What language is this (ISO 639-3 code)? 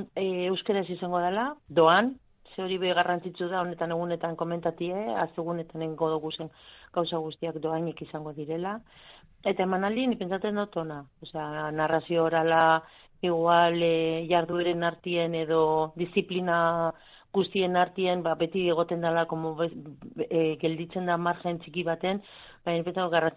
eus